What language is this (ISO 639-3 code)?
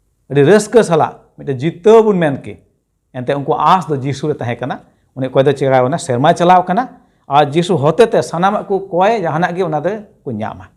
sat